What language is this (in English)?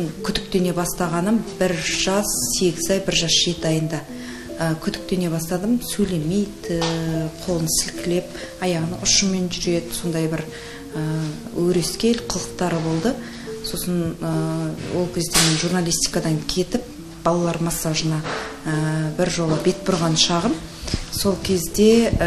Kazakh